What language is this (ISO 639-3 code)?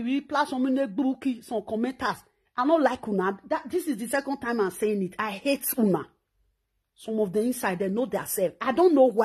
pcm